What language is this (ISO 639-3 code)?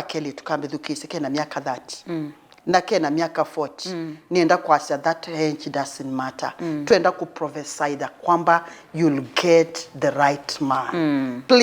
kam